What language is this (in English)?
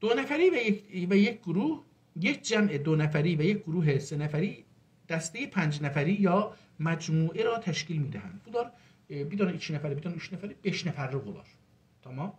South Azerbaijani